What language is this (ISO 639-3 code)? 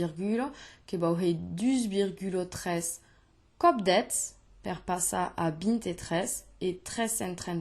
oci